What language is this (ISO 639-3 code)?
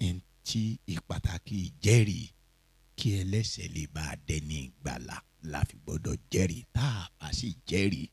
yor